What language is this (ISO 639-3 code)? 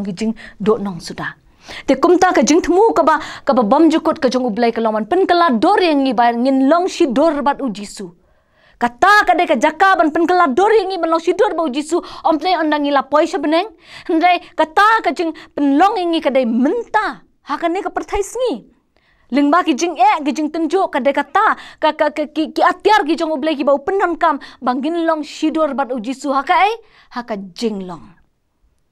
kha